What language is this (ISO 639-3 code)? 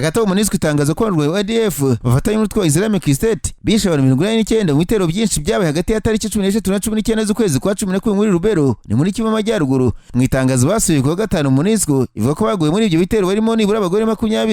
kin